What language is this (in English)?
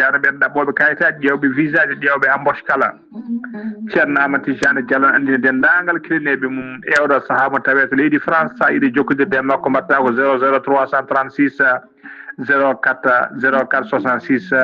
Fula